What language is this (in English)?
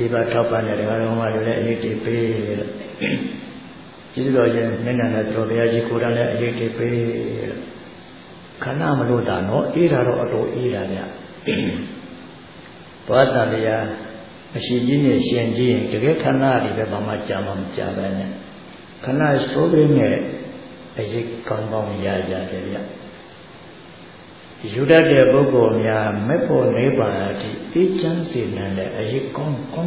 Burmese